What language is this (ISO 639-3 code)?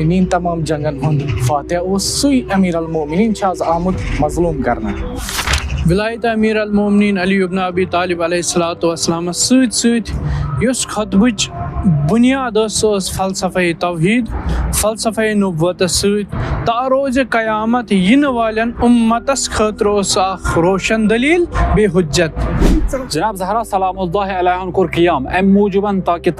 kas